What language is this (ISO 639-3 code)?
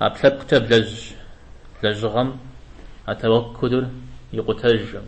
kbd